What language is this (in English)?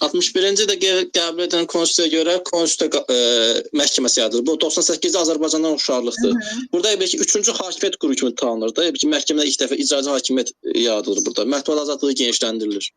Azerbaijani